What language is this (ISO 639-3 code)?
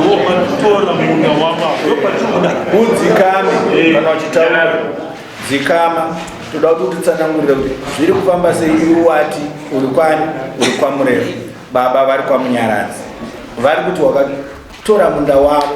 sna